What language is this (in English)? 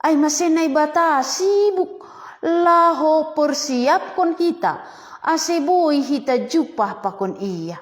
Batak Simalungun